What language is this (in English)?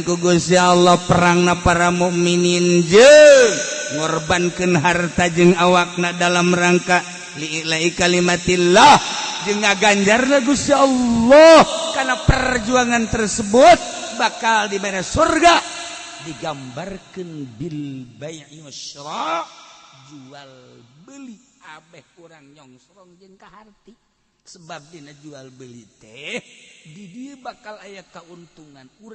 Sundanese